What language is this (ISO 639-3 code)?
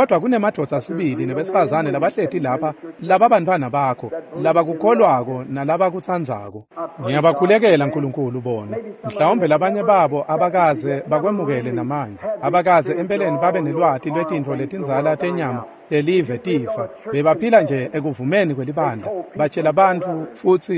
ssw